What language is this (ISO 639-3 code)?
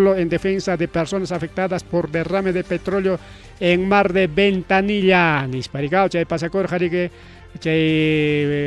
quy